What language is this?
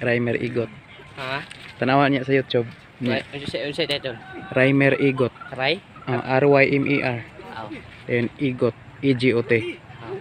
Cebuano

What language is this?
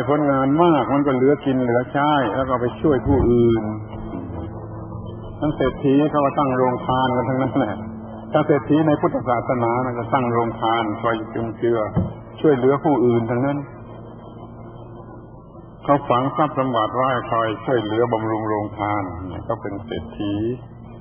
Thai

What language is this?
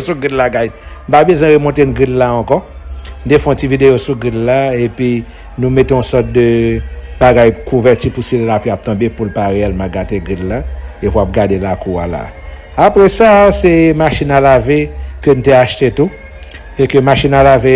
Haitian Creole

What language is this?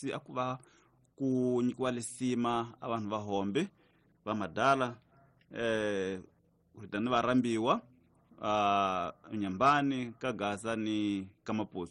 Tsonga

